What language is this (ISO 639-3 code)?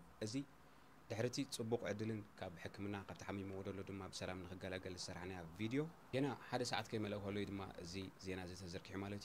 tir